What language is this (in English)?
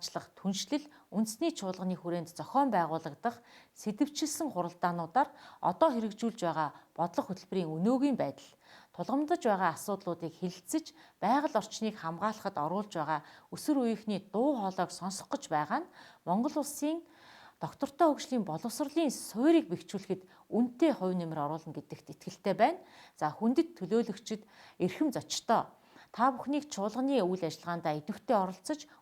Mongolian